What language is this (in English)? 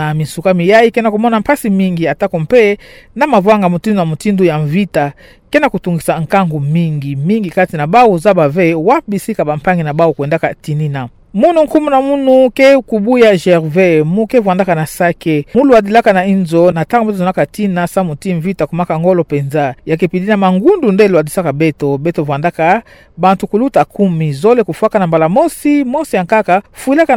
Kituba (Democratic Republic of Congo)